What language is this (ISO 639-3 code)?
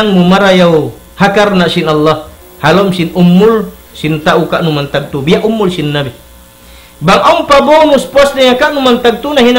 tsg